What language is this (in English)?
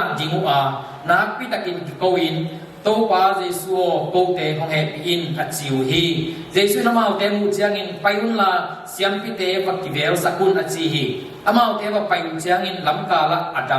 Tedim Chin